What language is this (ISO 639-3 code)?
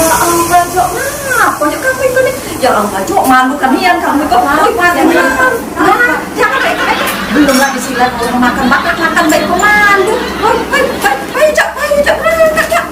mui